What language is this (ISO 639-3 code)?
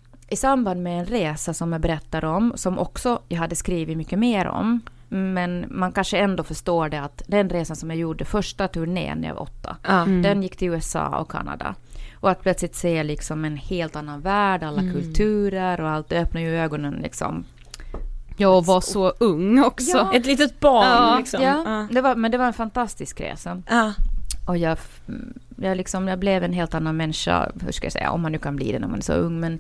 swe